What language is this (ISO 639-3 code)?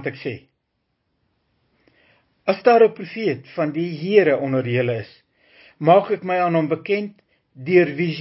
afr